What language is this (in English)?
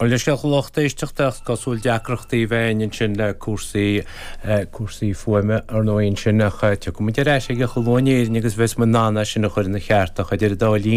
Irish